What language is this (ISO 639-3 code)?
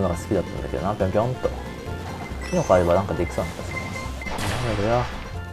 jpn